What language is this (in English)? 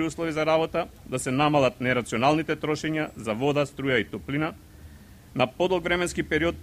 Macedonian